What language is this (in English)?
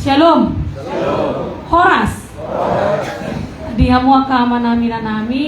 Batak Toba